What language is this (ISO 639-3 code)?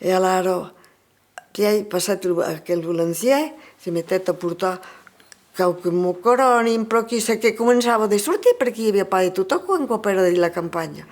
oci